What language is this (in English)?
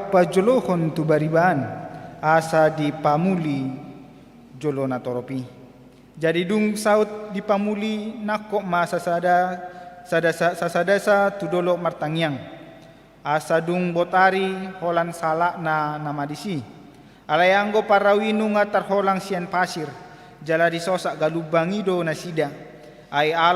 Batak Toba